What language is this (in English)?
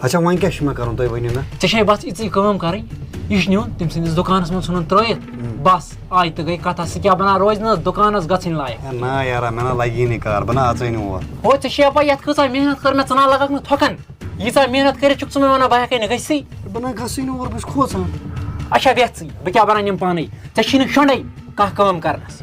Kashmiri